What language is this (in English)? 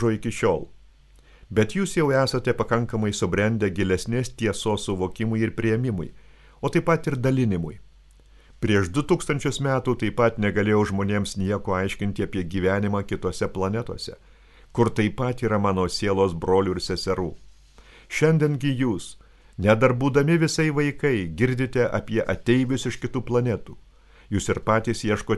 Lithuanian